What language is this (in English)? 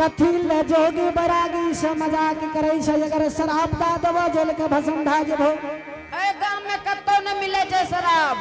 Angika